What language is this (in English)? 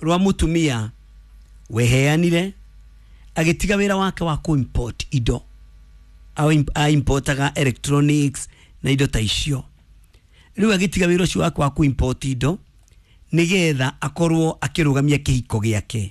Kikuyu